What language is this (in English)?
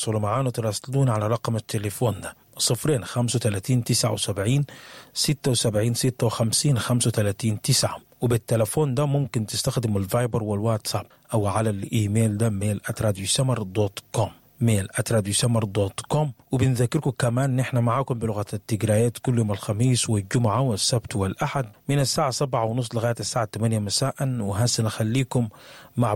Sudanese Arabic